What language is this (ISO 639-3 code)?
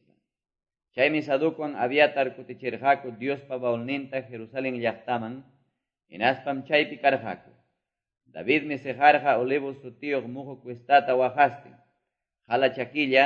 que